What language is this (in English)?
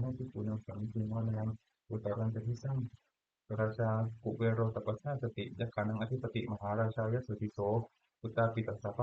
Pali